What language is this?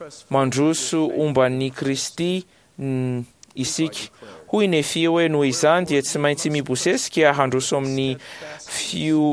Malagasy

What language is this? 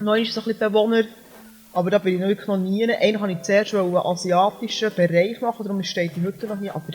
Swiss German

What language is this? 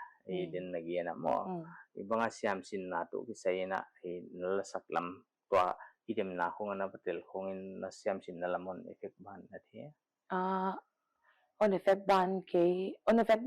Paite Chin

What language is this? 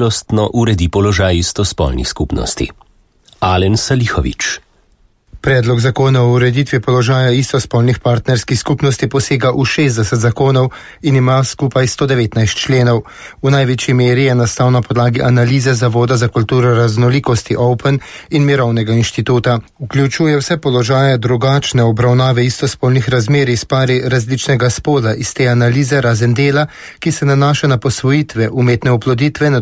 Slovenian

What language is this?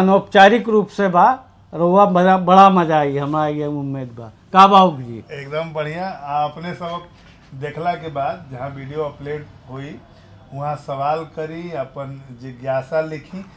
Bhojpuri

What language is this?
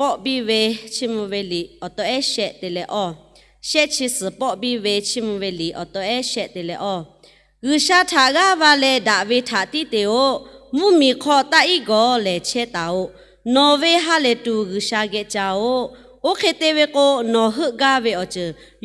Lahu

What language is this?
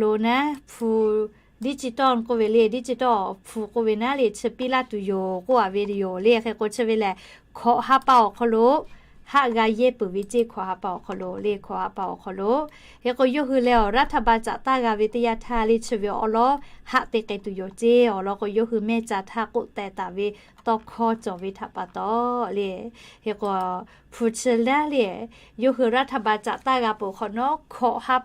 Lahu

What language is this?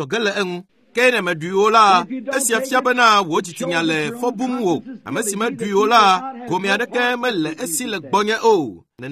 Ewe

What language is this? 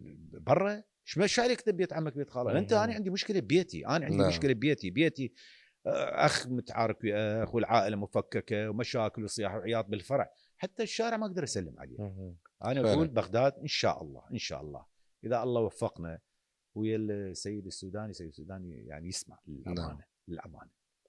Mesopotamian Arabic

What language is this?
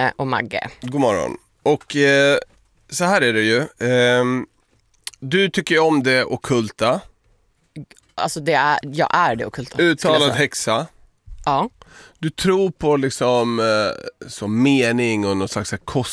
Swedish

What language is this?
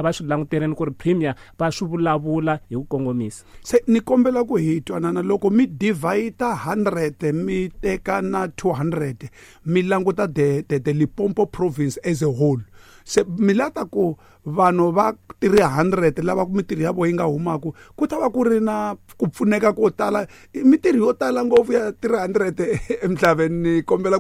Tsonga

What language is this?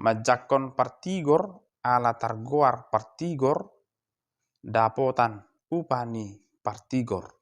Batak Toba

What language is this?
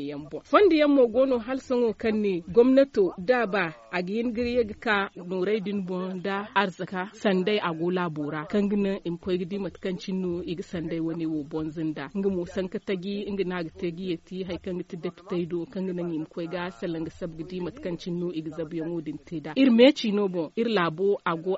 Zarma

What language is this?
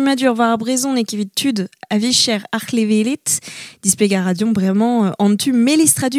Breton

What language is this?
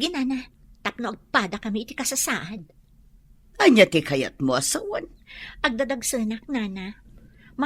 Iloko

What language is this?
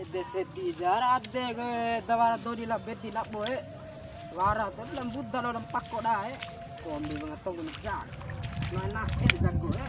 Bima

